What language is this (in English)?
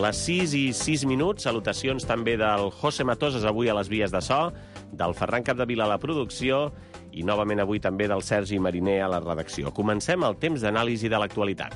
Catalan